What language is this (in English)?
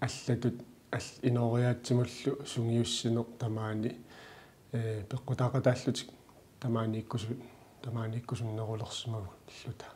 Kalaallisut